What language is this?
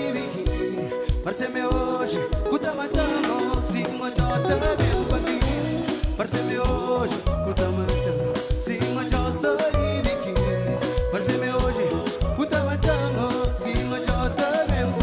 Kabuverdianu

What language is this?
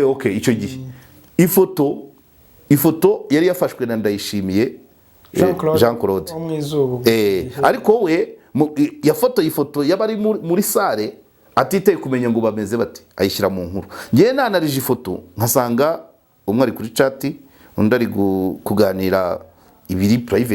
Kinyarwanda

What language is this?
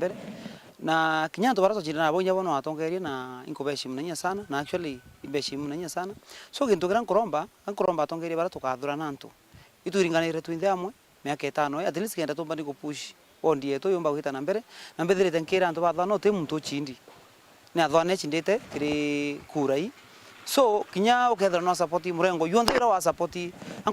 Meru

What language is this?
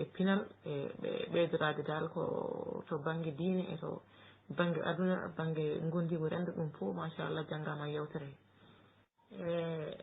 Fula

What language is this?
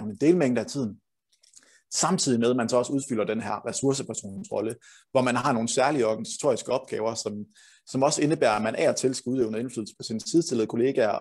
Danish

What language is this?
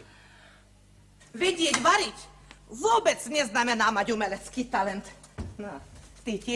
Slovak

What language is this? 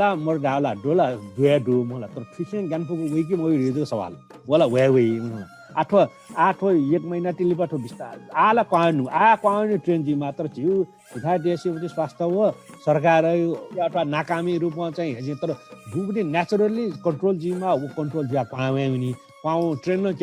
Newari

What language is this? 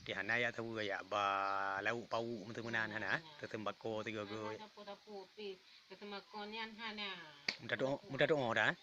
Achinese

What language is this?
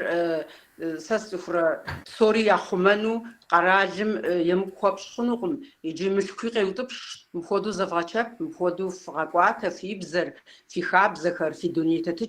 Kabardian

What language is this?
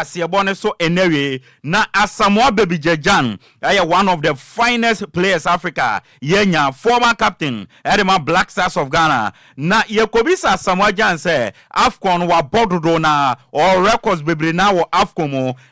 Akan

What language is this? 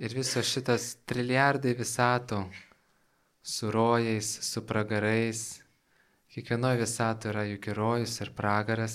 Lithuanian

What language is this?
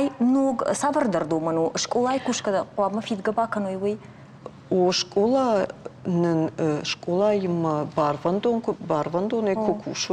Ossetic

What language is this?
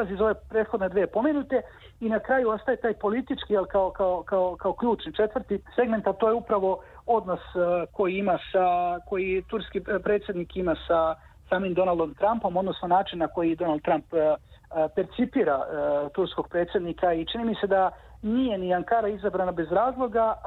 Serbian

